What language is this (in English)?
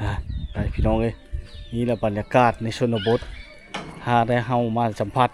Lao